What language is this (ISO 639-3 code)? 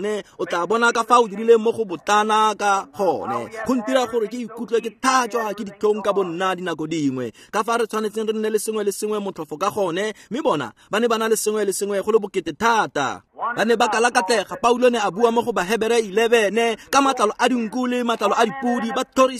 tsn